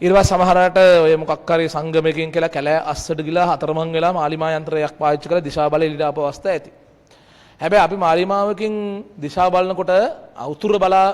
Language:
Sinhala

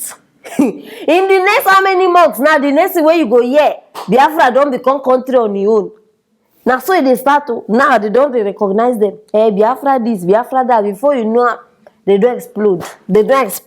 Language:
Nigerian Pidgin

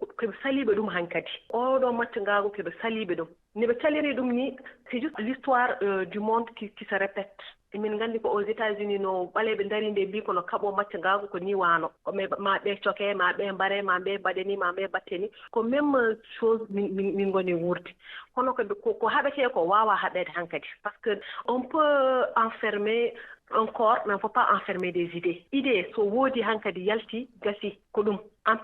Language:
Fula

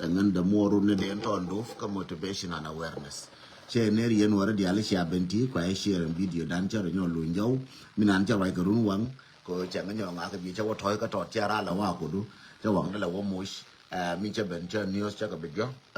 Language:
Nuer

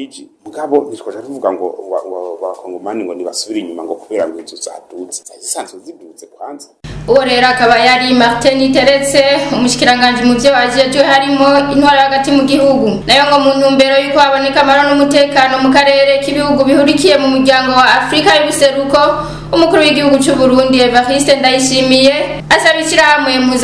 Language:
Rundi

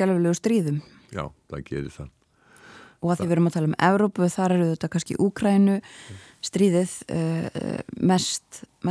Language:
Icelandic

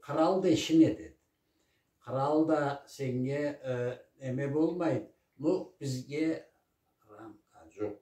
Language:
Karachay-Balkar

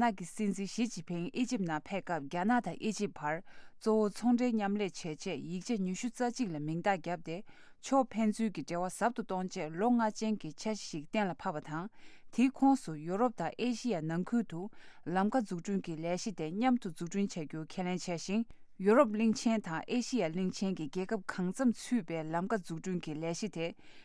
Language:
Tibetan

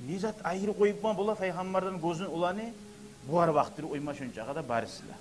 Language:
Kumyk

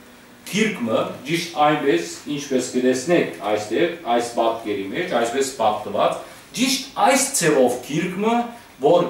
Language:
Western Armenian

